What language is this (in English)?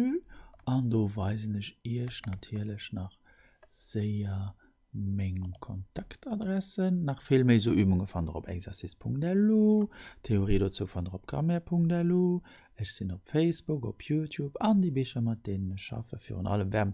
Luxembourgish